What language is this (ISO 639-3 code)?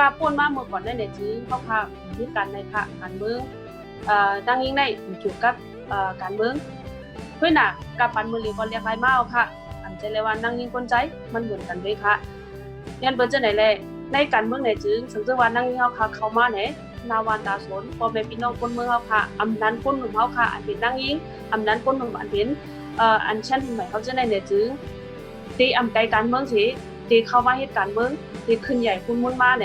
shn